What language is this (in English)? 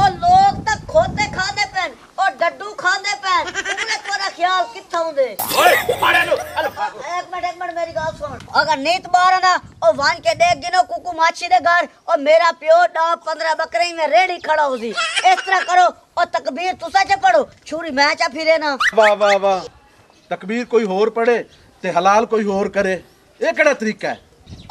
Punjabi